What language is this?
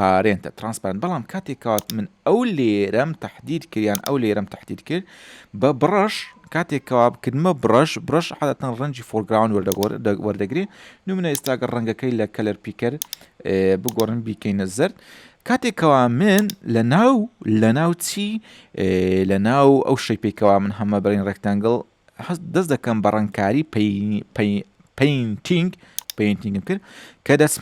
Central Kurdish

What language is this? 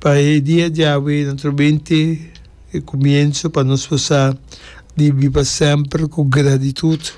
Papiamento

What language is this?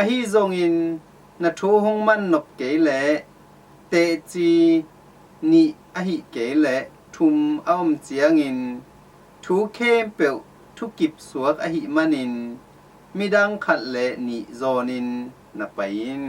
Tedim Chin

